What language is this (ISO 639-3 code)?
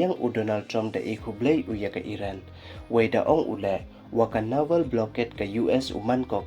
pbv